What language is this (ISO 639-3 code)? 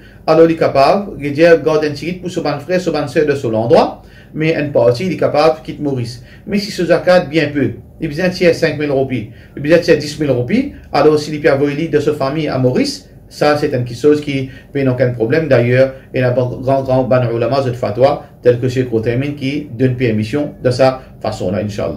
mfe